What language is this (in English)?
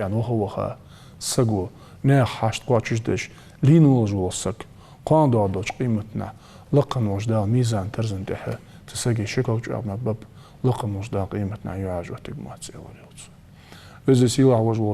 Ingush